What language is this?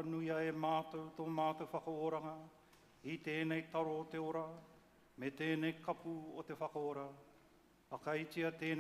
Māori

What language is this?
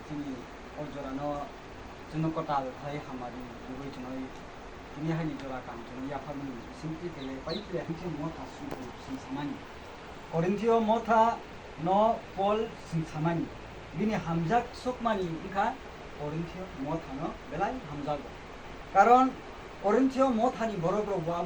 Kok Borok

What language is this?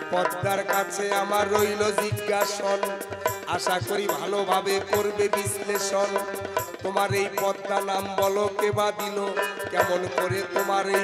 Bangla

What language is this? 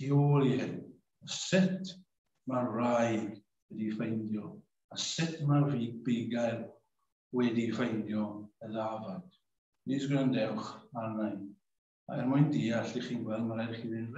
Welsh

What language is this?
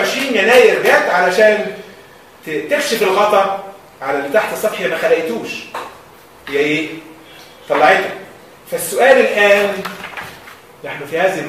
Egyptian Arabic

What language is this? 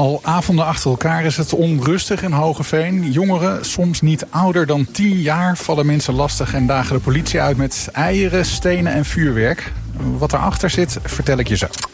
Dutch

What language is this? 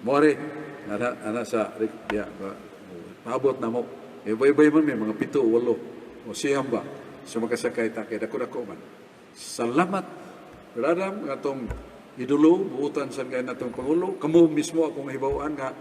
Cebuano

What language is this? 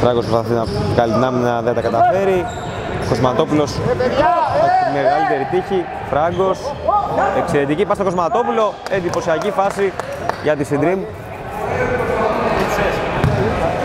Greek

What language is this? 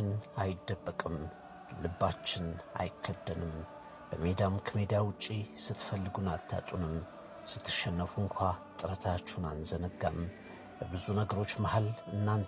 Amharic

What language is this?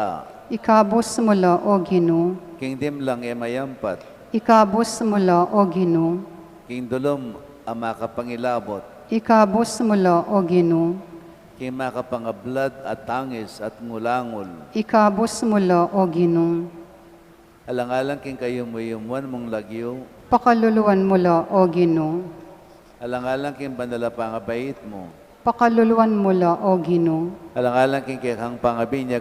Pampanga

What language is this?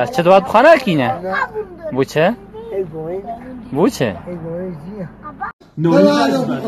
Kurdish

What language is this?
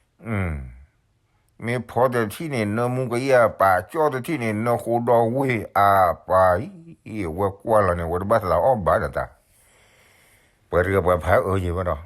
S'gaw Karen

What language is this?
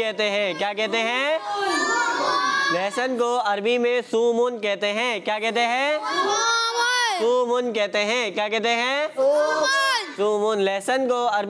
Hindi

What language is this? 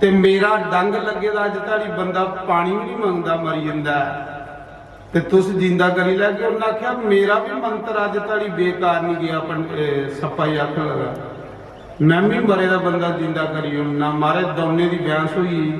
Dogri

